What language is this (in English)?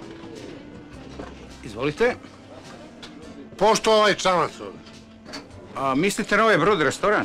Serbian